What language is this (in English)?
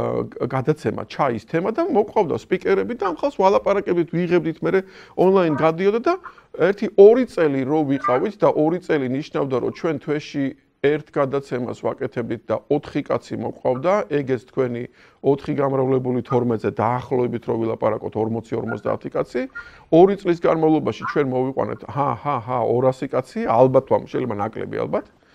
Georgian